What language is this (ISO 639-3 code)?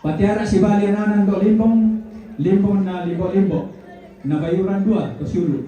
sda